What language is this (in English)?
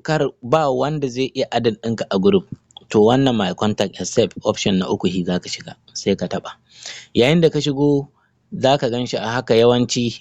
Hausa